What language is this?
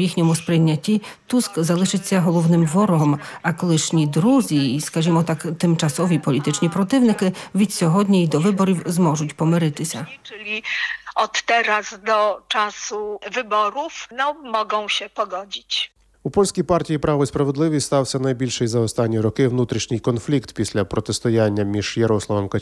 Ukrainian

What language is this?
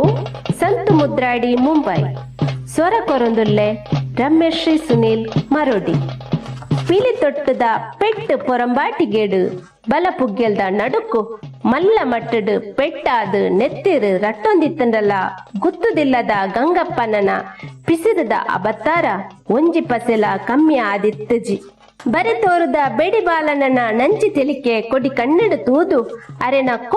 Tulu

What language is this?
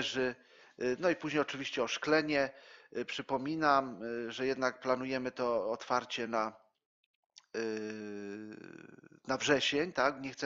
Polish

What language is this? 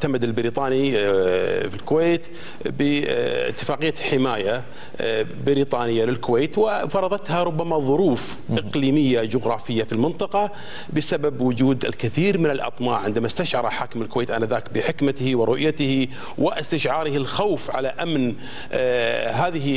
Gulf Arabic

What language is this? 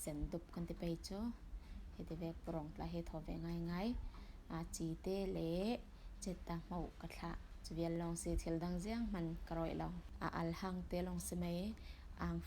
Falam Chin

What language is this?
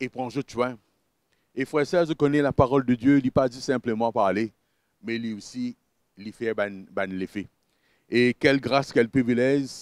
Morisyen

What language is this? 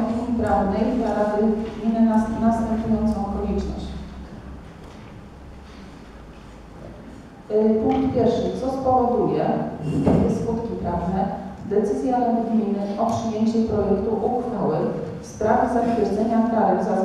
Polish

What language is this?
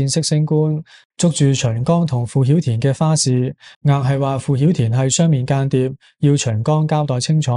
Cantonese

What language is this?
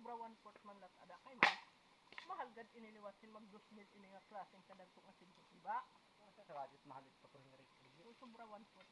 Waray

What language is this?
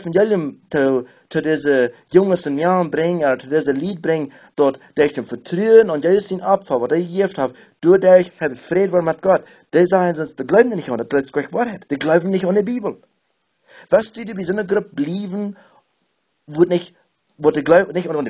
Plautdietsch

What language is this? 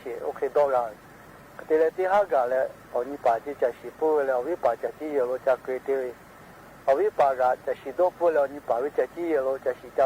Lahu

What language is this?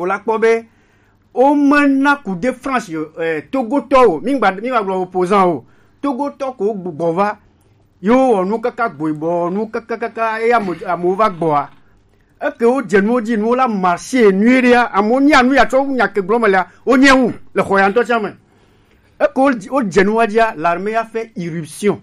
Gen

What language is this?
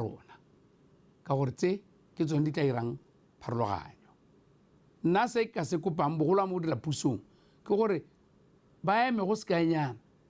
Tswana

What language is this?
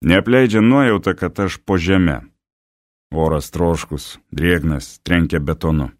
Lithuanian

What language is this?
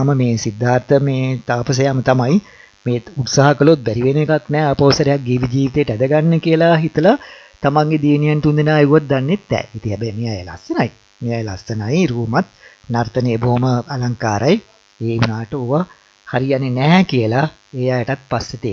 Sinhala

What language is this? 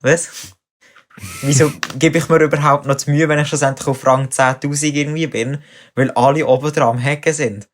Swiss German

